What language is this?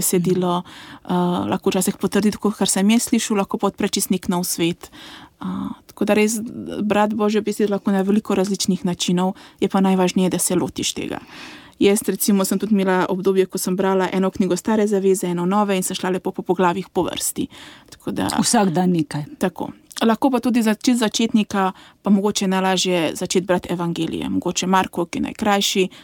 Slovenian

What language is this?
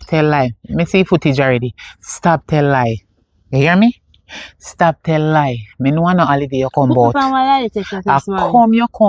Jamaican Creole English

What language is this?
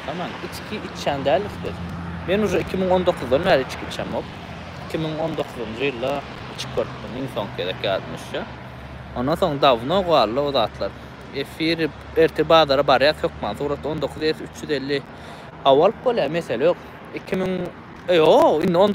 Turkmen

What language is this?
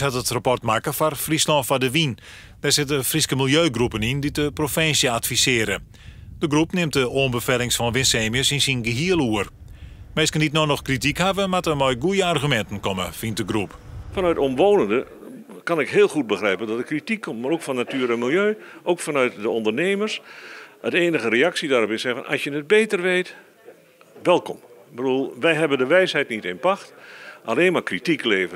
Western Frisian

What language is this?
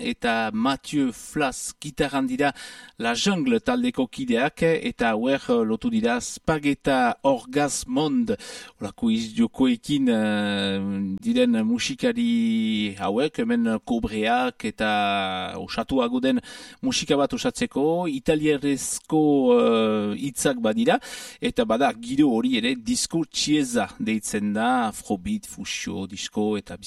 Basque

